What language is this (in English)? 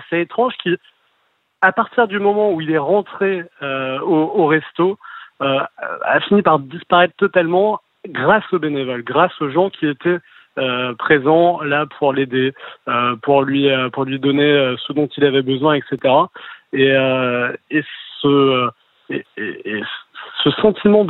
French